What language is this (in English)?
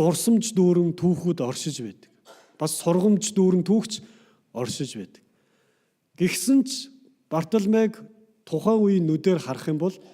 Mongolian